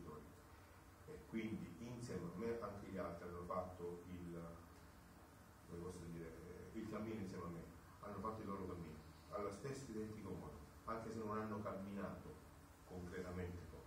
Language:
Italian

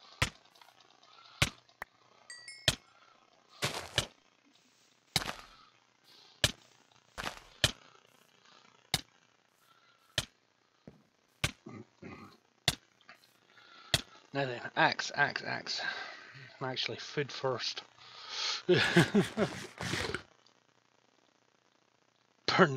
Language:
English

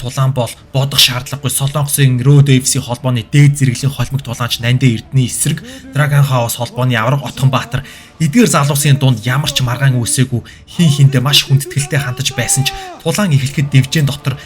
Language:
Mongolian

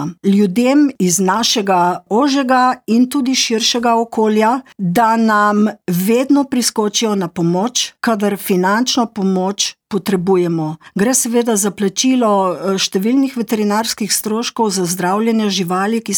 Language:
Slovenian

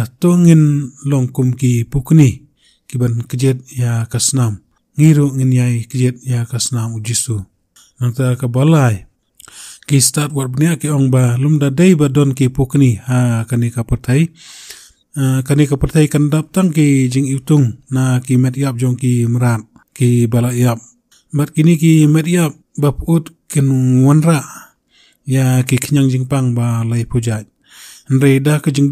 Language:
Khasi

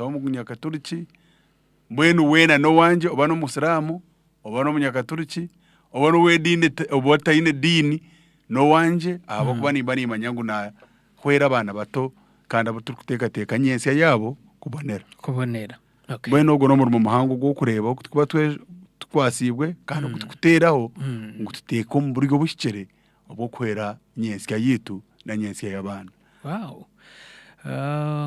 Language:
Nyankole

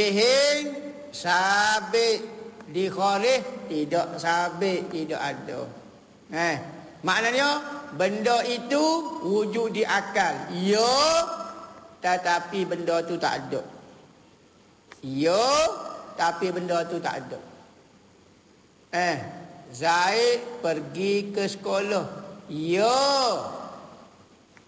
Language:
Malay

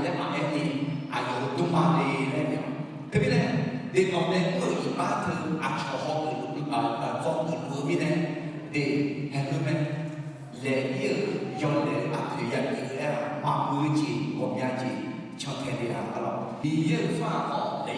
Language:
Akha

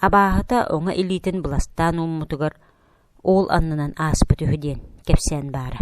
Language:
Yakut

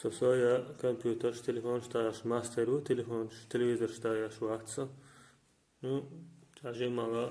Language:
Chechen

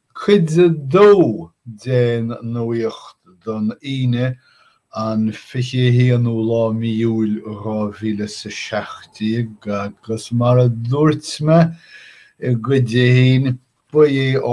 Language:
Irish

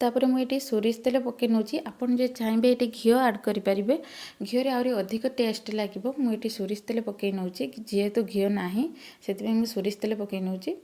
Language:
Odia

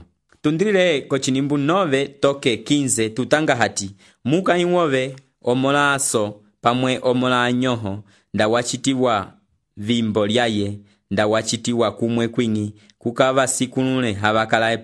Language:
Umbundu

